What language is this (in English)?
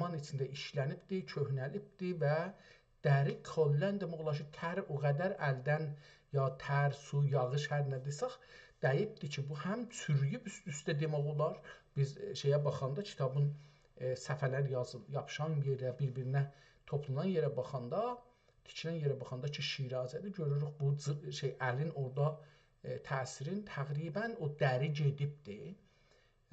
South Azerbaijani